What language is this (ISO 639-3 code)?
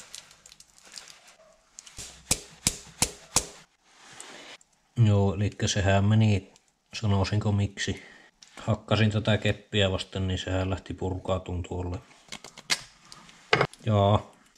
fin